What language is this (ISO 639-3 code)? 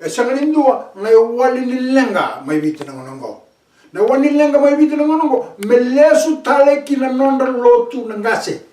fij